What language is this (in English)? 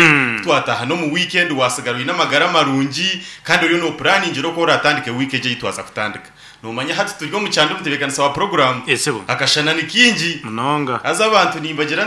Nyankole